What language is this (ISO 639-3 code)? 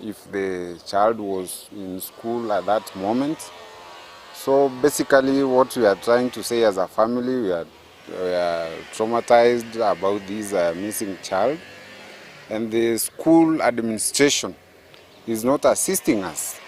guz